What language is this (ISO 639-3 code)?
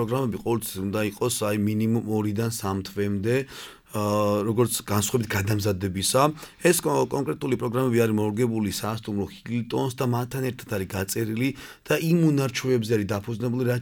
kat